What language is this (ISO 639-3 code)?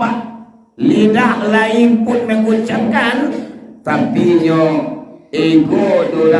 min